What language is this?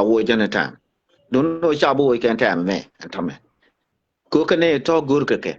Nuer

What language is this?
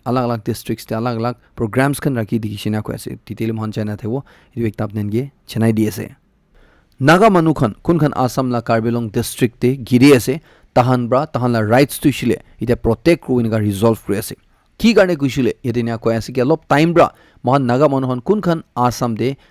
Naga Pidgin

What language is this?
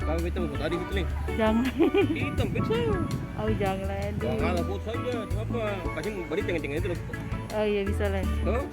Ambonese Malay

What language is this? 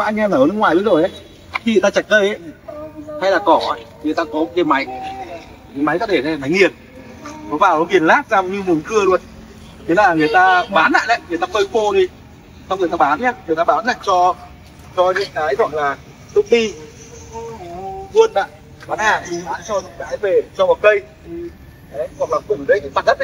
Vietnamese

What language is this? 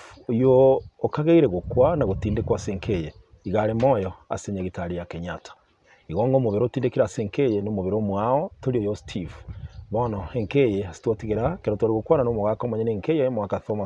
Gusii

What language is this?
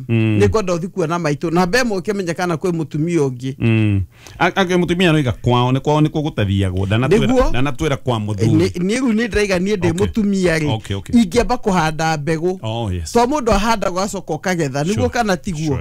Kikuyu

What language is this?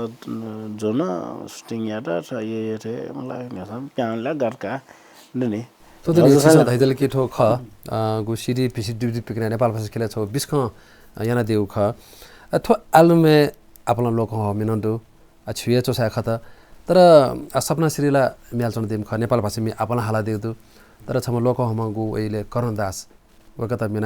Newari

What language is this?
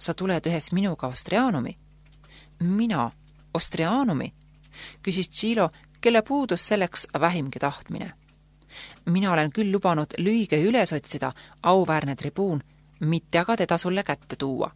Estonian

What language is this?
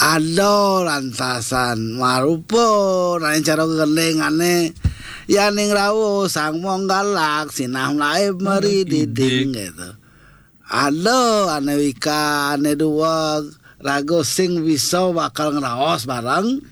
Balinese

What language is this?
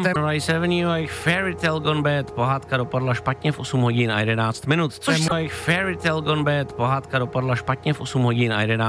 Czech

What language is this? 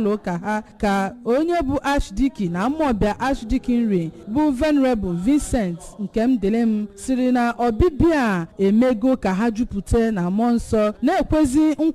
Igbo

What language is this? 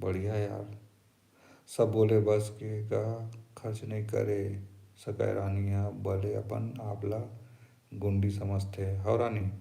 Chhattisgarhi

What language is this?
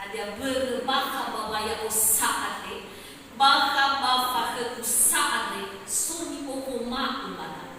Nias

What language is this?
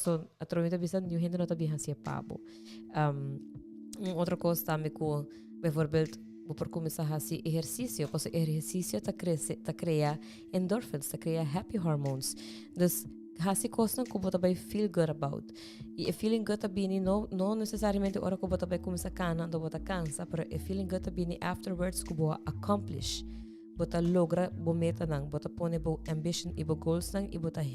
Papiamento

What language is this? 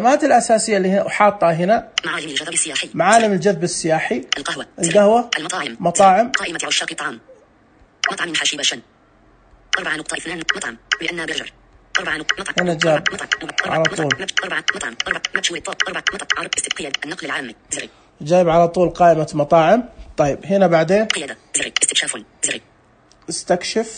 Najdi Arabic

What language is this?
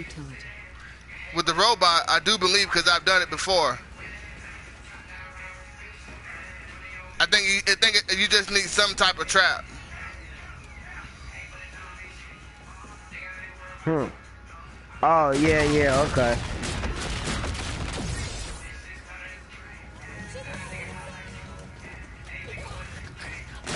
English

